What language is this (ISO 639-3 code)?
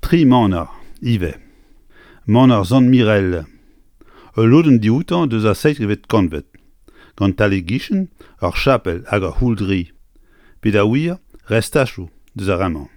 bre